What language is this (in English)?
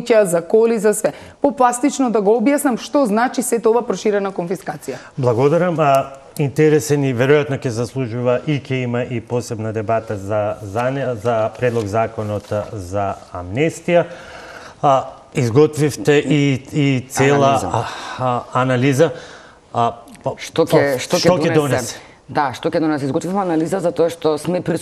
Macedonian